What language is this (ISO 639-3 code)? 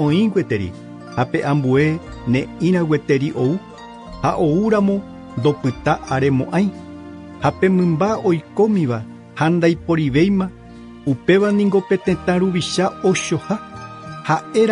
grn